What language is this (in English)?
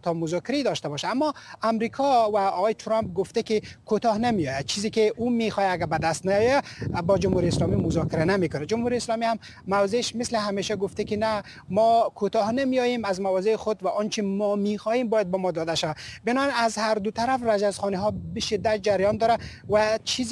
Persian